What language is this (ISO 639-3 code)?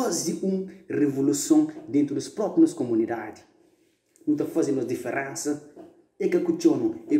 kea